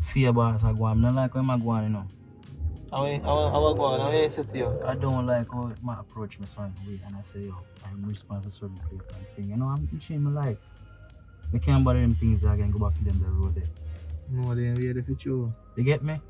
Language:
Jamaican Creole English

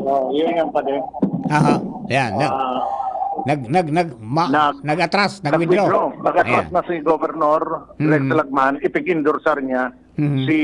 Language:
Bikol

